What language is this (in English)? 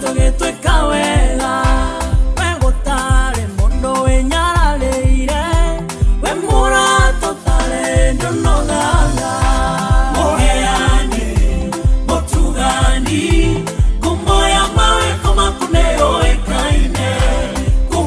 Kikuyu